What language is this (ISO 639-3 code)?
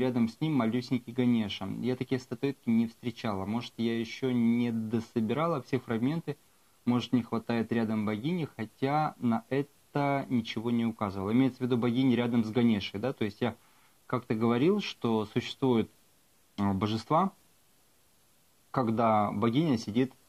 rus